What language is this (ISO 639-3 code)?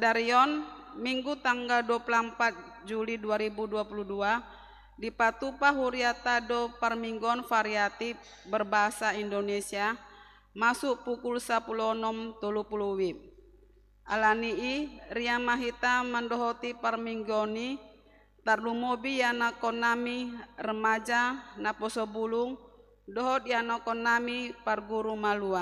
bbc